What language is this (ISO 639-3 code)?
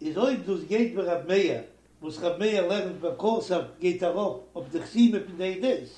yid